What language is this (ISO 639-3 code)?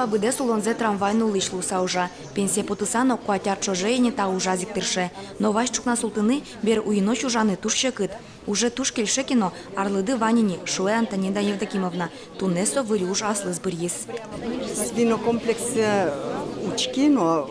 udm